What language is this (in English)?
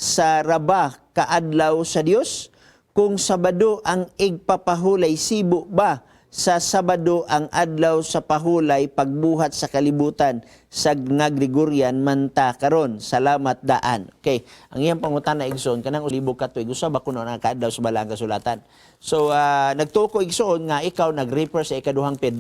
Cebuano